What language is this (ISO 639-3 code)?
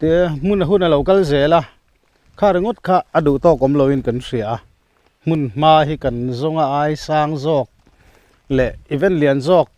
lus